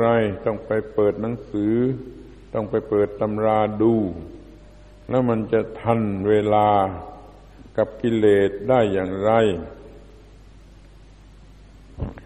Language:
Thai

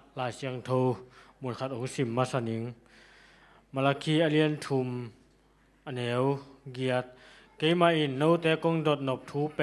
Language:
Tedim Chin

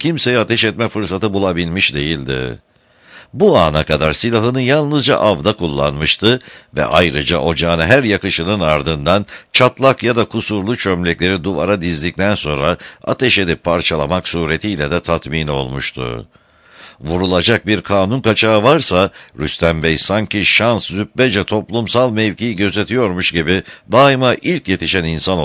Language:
Turkish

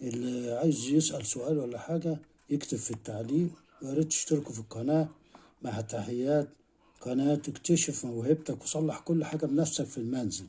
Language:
Egyptian Arabic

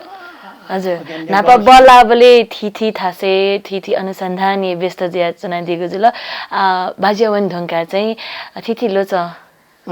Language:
Newari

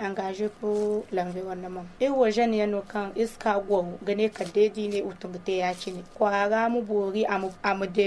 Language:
Zarma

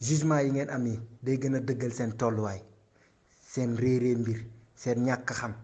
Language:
Wolof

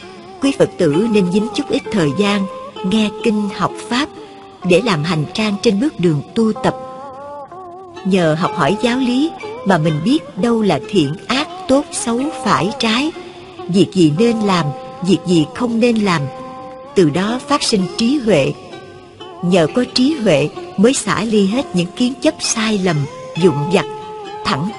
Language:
Vietnamese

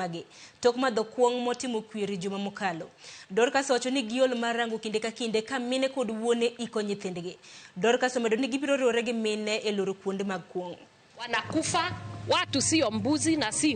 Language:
Luo (Kenya and Tanzania)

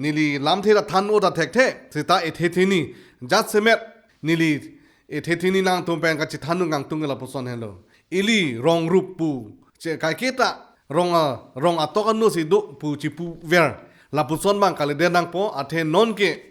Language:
Karbi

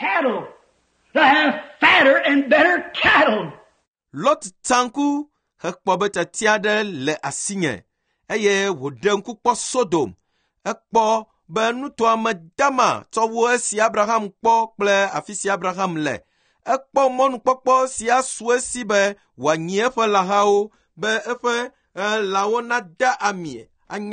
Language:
Ewe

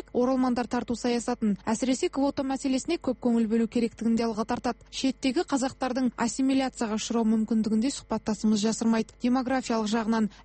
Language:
Kazakh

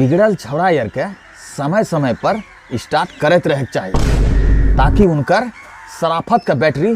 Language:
Angika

